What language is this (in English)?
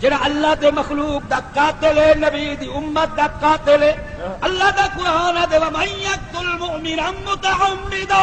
Saraiki